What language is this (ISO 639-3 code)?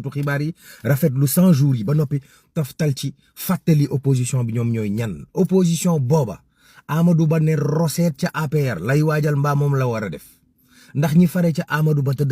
wol